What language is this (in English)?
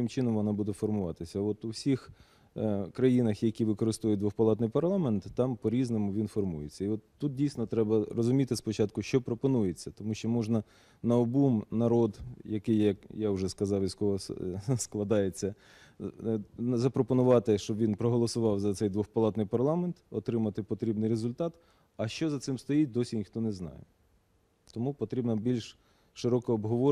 Ukrainian